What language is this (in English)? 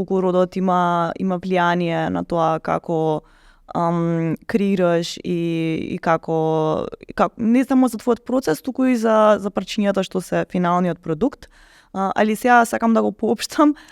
Macedonian